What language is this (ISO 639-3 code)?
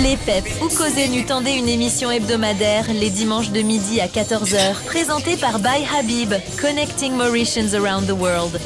mfe